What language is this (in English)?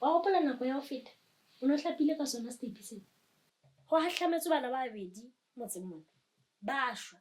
Southern Sotho